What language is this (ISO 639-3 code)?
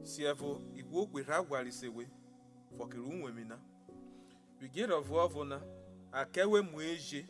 urh